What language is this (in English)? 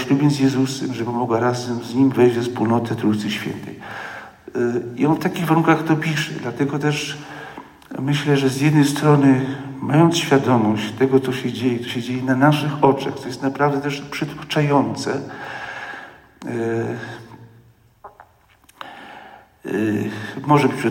Polish